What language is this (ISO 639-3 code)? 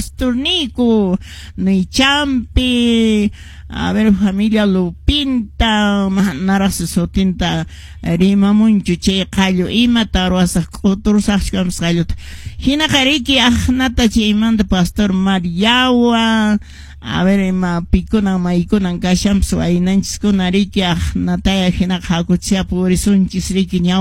que